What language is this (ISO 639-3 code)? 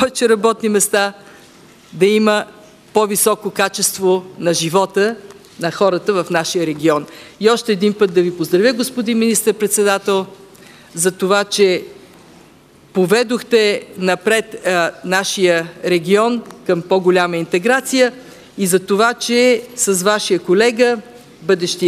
bul